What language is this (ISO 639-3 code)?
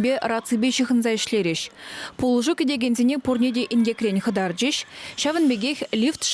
chv